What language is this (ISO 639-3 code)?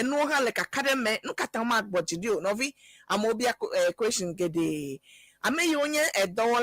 ewe